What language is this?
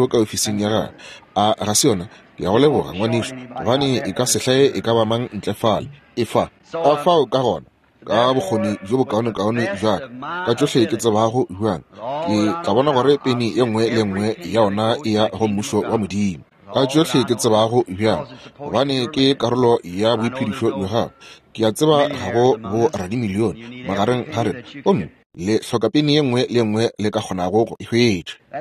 Northern Sotho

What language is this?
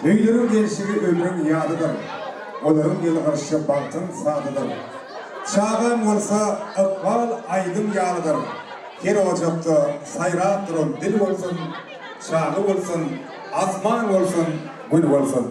Turkmen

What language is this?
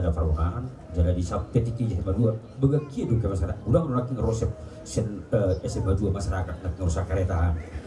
Batak Toba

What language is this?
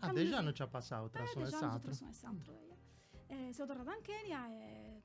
Sardinian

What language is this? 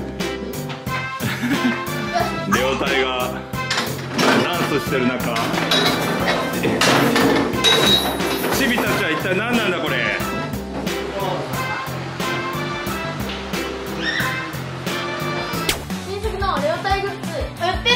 Japanese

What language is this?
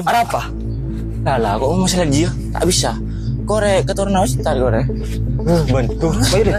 Madurese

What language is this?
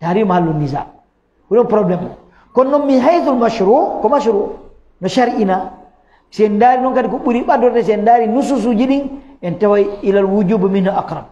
Fula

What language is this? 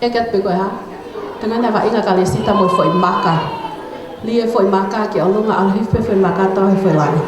Tongan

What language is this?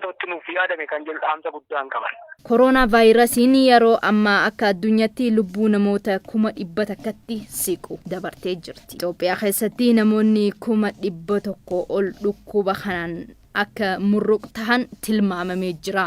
Oromo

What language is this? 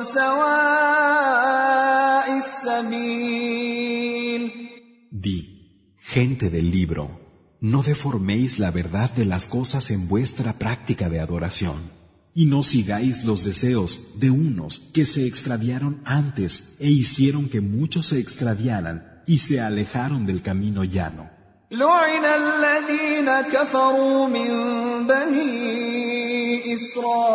Spanish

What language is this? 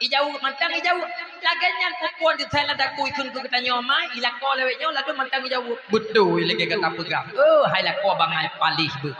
Achinese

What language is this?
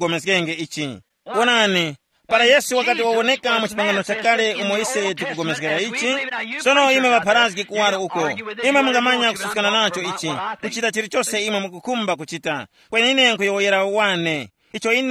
Tumbuka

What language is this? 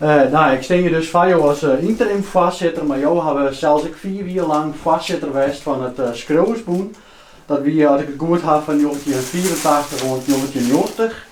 Western Frisian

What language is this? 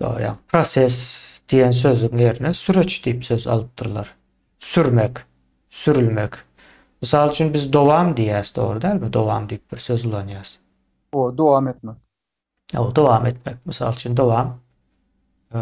Turkmen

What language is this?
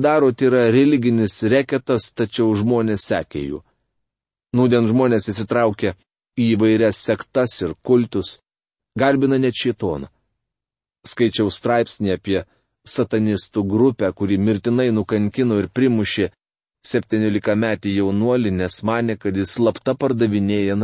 Lithuanian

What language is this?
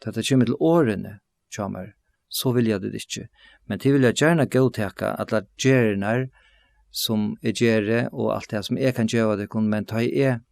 Faroese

